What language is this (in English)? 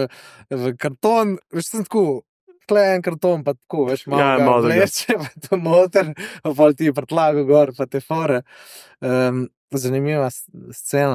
Slovenian